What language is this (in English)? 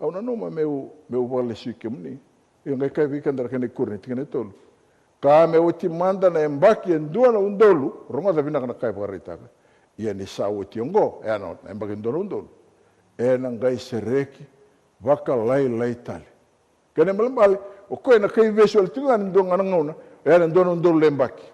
Fijian